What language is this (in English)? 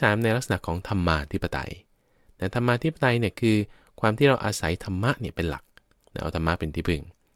Thai